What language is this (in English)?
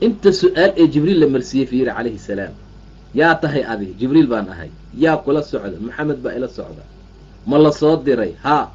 Somali